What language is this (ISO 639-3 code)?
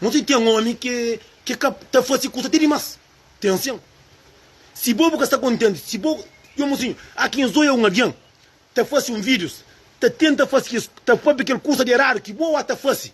kea